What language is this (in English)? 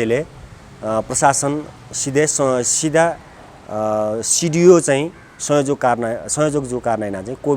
Newari